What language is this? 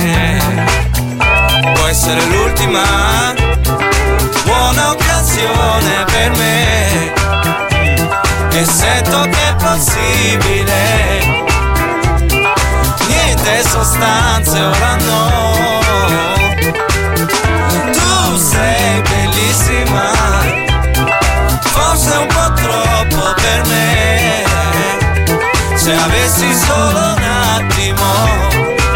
Italian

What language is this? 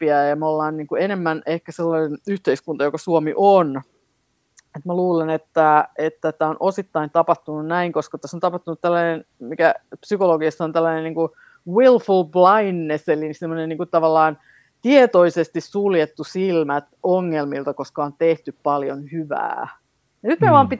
Finnish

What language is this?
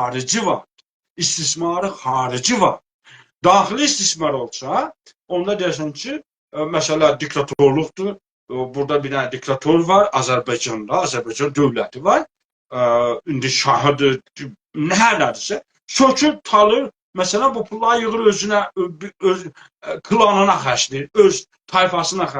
South Azerbaijani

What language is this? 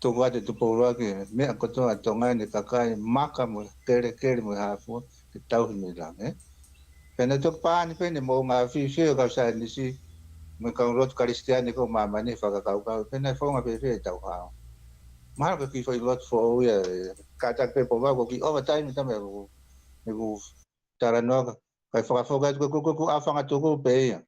Tongan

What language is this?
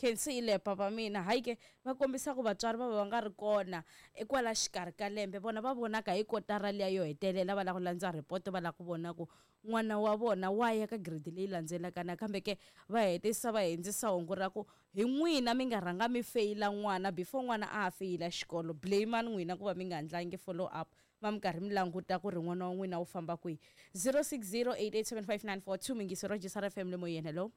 Tsonga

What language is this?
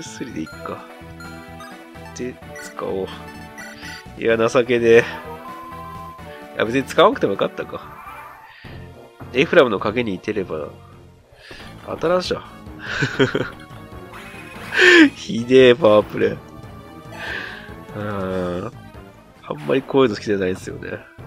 Japanese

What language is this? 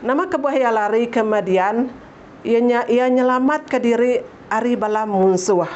Iban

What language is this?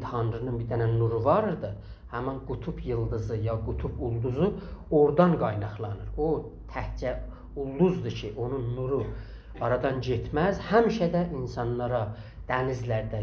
South Azerbaijani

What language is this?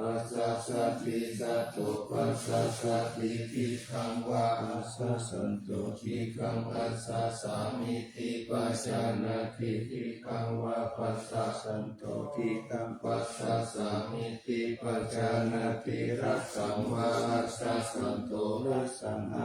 Pali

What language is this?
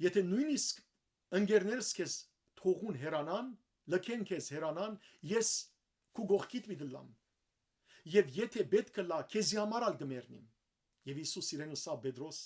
Western Armenian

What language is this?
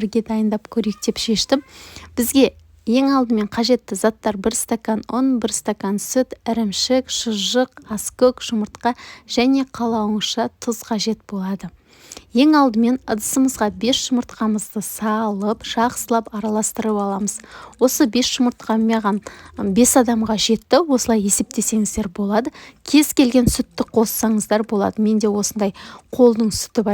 Kazakh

